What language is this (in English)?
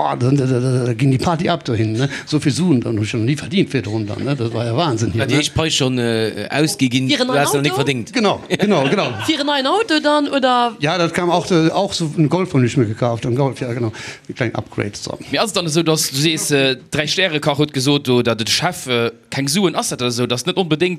Luxembourgish